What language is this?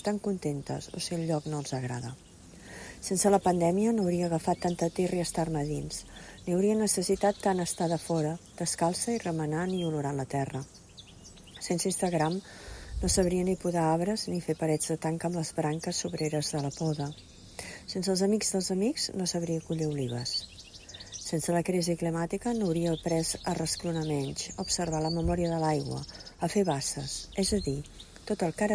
Catalan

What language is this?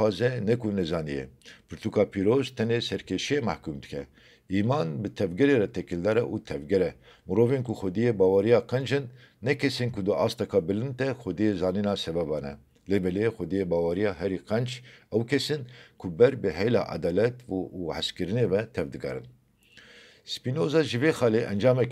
Kurdish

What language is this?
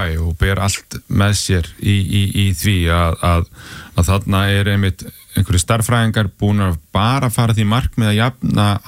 Icelandic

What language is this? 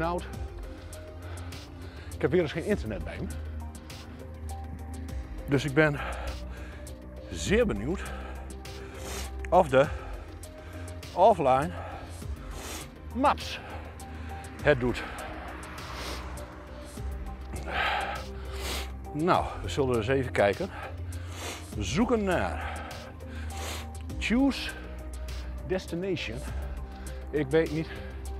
Dutch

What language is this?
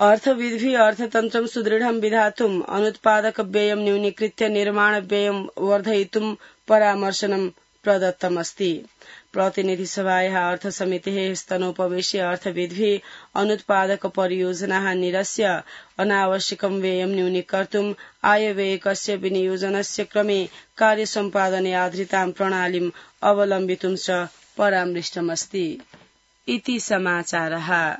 Sanskrit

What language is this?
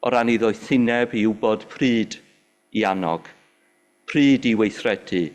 Welsh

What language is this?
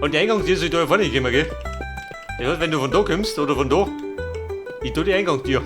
Bavarian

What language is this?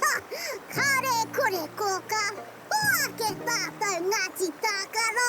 Māori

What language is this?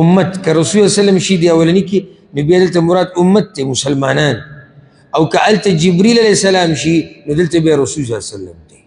Pashto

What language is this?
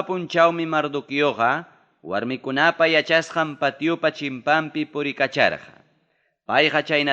Ayacucho Quechua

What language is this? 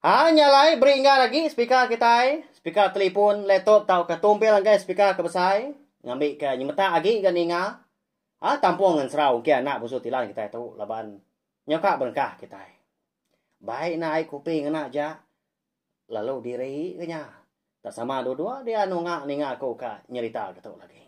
Iban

